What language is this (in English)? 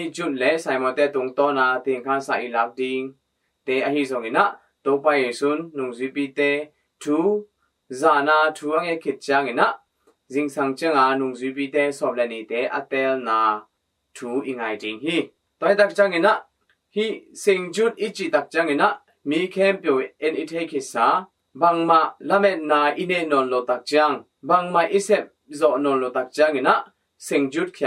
Tedim Chin